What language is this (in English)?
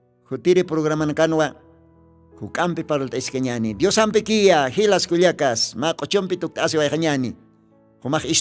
Aymara